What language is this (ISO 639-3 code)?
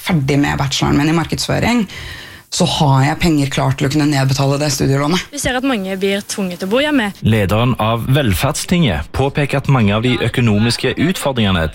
nor